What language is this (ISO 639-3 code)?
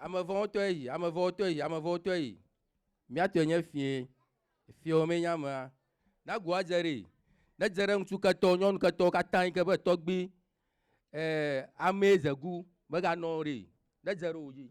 ewe